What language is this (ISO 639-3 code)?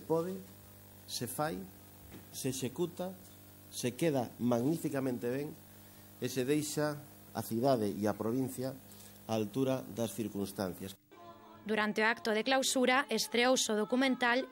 glg